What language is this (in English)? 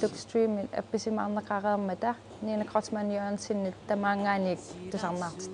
Kalaallisut